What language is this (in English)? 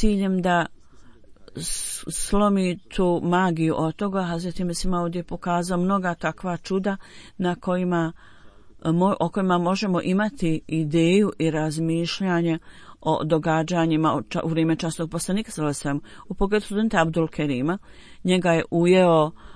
Bosnian